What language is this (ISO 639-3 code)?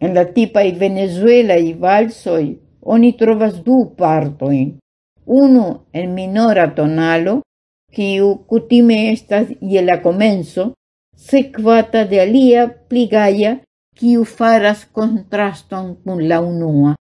epo